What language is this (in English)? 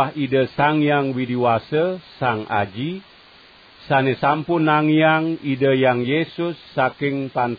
Balinese